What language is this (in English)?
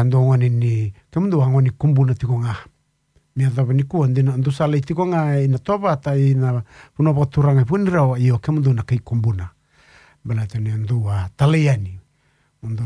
Fijian